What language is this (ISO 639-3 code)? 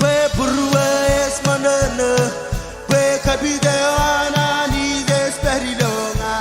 mah